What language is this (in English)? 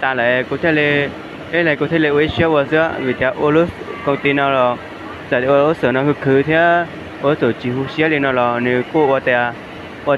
Hmong